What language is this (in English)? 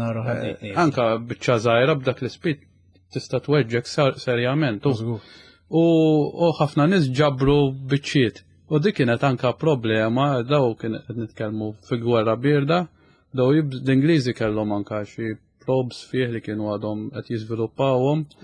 Maltese